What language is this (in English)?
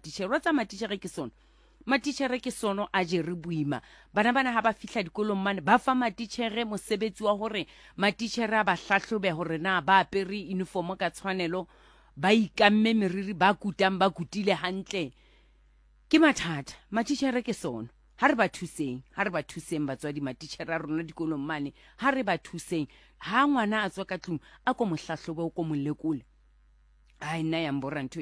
Southern Sotho